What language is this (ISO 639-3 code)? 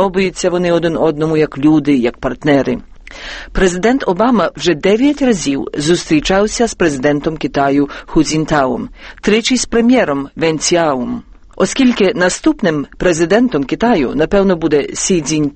ukr